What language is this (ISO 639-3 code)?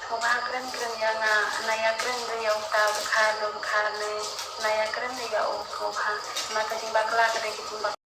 kha